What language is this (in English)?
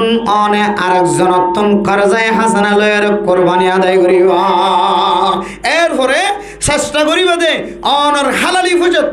Rohingya